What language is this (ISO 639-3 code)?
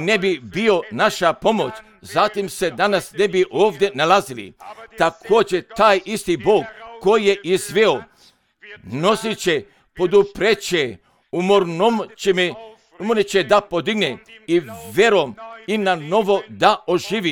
hrv